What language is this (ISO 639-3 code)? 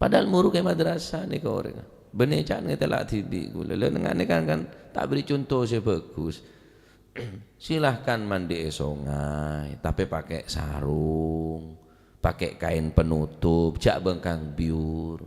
mad